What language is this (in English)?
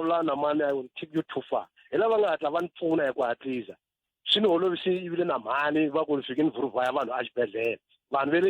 Tsonga